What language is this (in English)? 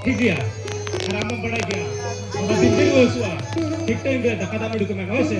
Santali